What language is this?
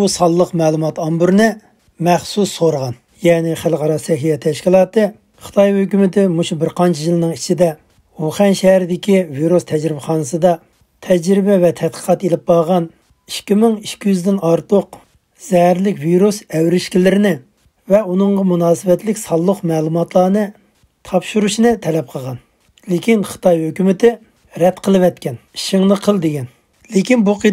Uyghur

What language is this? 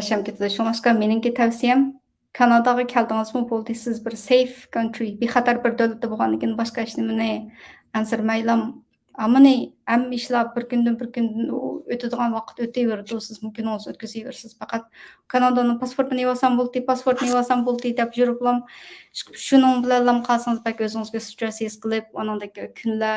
Uyghur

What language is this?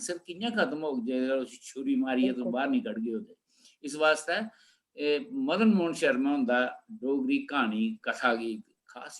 Dogri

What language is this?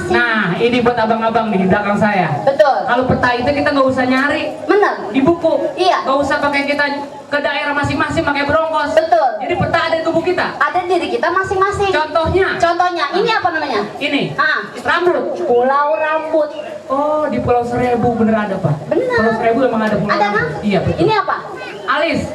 Betawi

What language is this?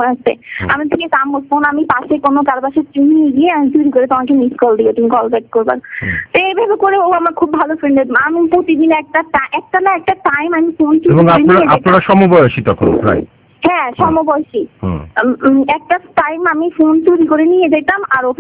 Bangla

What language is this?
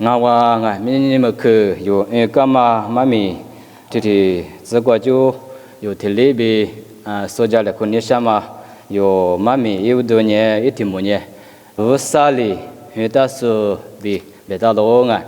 Lisu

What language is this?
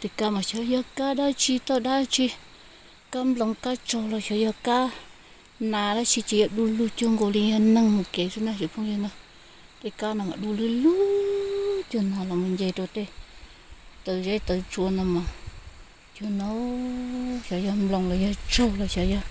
Hmong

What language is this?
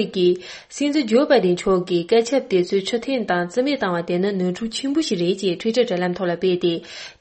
Tibetan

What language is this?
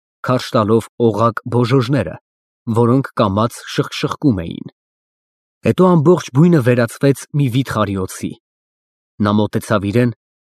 Armenian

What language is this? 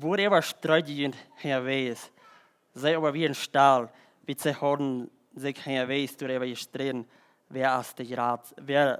Plautdietsch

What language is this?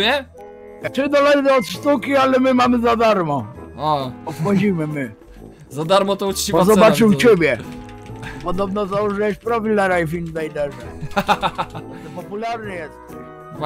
Polish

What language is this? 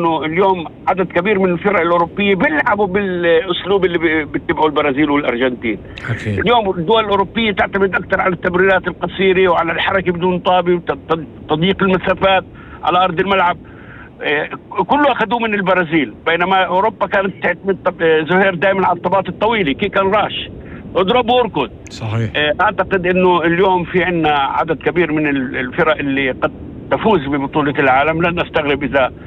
North Levantine Arabic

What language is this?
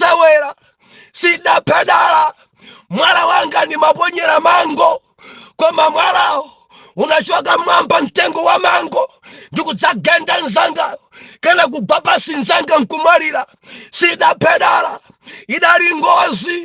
Nyanja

